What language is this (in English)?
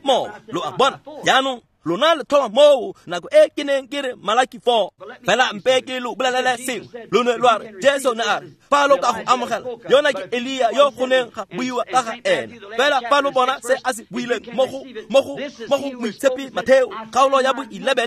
Tswana